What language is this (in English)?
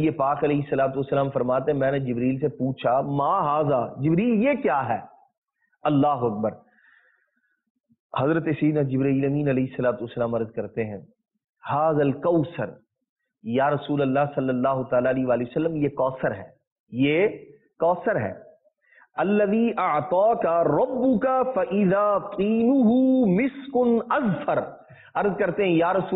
Urdu